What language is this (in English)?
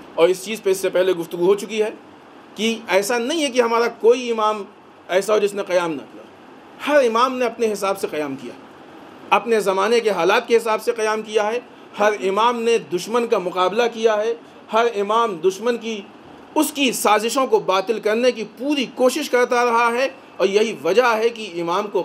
Urdu